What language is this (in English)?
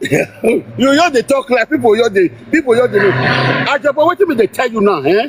Nigerian Pidgin